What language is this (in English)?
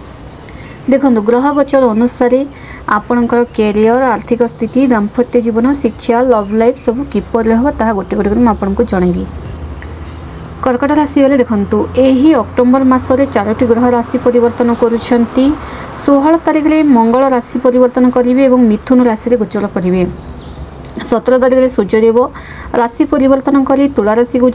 Odia